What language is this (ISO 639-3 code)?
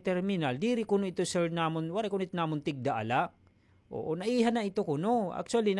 war